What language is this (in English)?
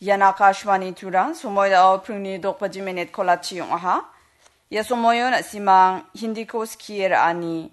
Garo